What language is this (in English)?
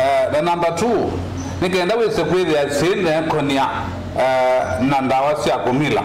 Kamba